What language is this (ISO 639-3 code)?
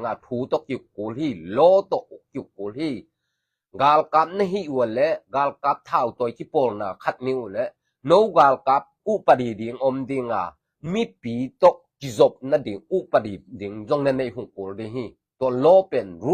ctd